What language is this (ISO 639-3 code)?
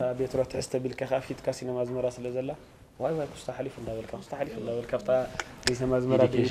tir